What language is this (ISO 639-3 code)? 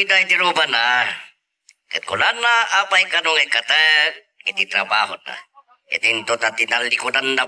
ilo